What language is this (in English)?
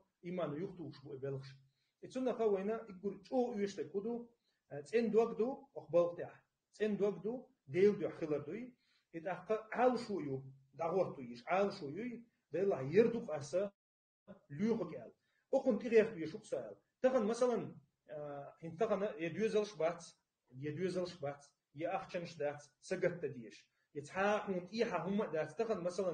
Chechen